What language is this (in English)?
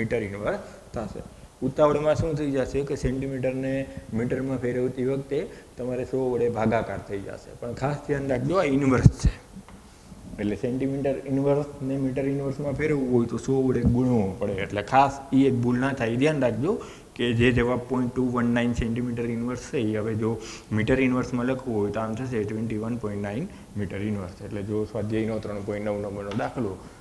Gujarati